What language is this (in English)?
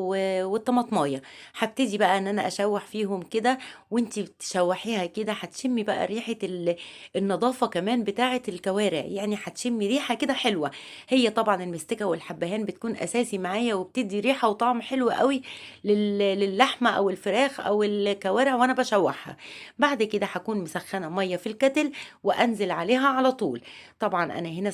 Egyptian Arabic